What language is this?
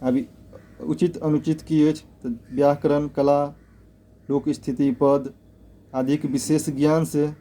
Maithili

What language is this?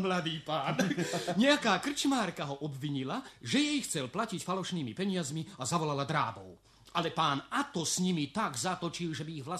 Slovak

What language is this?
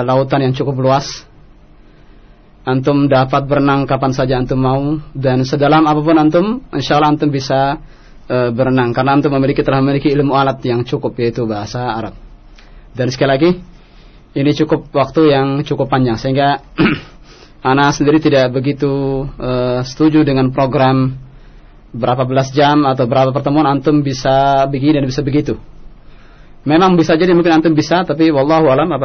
Indonesian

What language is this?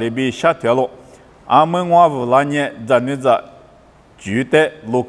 Lisu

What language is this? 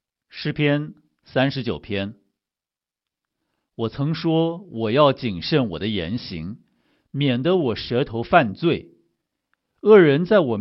Chinese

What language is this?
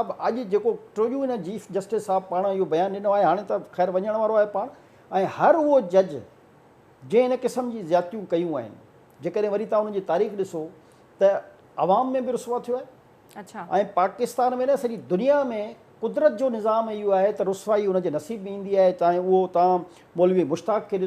Sindhi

